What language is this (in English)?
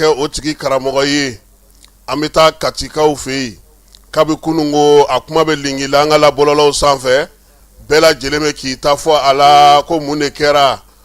Bambara